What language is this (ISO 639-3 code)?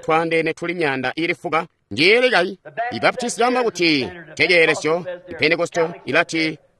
toi